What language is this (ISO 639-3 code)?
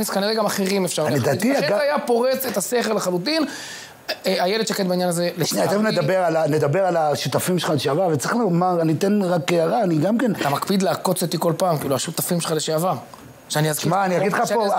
heb